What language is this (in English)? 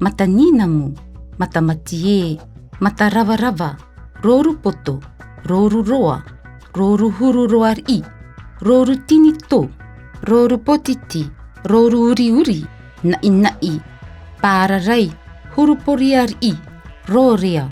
Tahitian